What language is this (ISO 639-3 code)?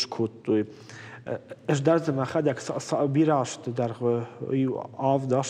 oss